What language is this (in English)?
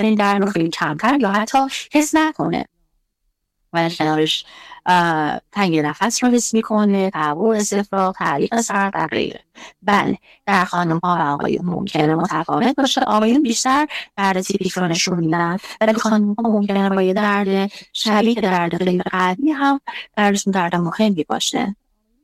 Persian